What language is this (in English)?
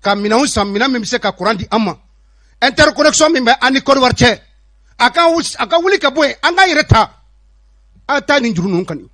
Bambara